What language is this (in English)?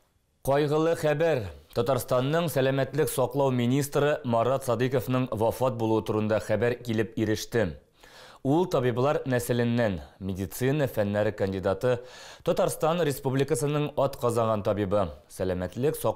Tatar